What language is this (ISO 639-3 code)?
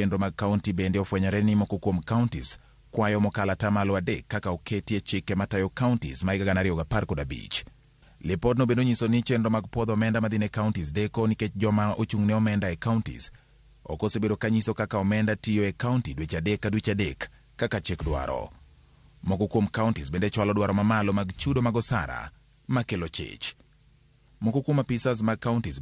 luo